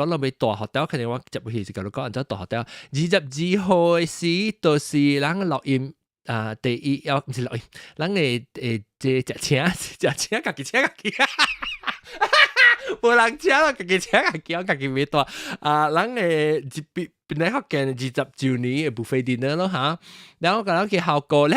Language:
Min Nan Chinese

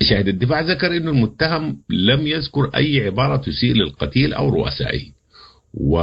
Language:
Sudanese Arabic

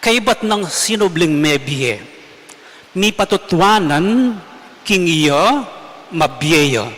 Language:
Pampanga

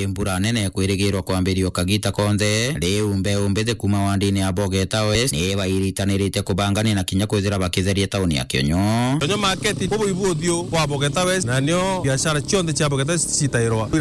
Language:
Meru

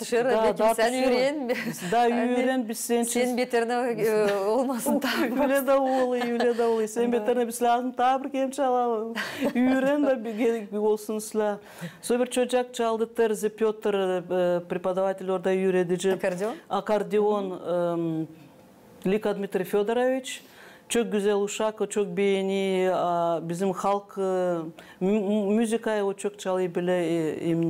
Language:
Gagauz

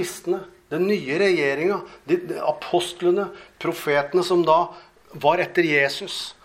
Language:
Norwegian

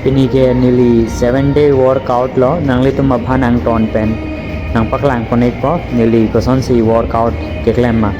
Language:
Karbi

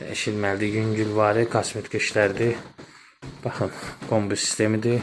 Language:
Azerbaijani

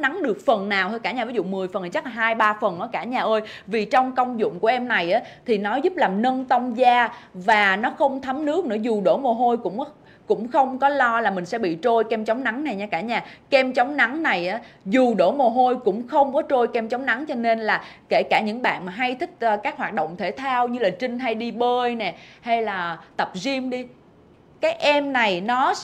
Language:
Vietnamese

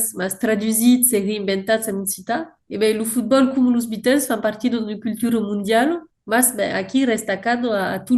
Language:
Occitan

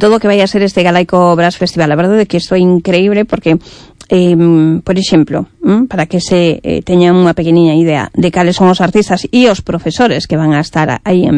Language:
Galician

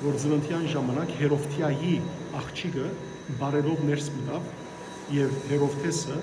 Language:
Western Armenian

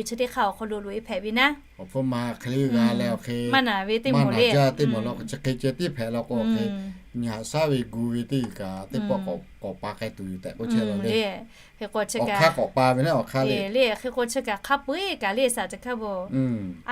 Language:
Lahu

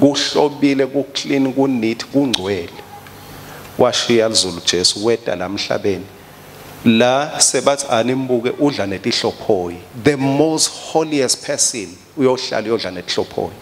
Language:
Swati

